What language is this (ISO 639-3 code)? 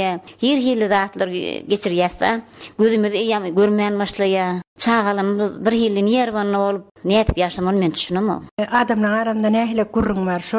tuk